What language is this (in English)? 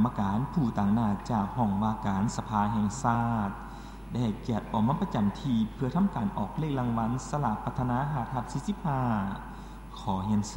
Lao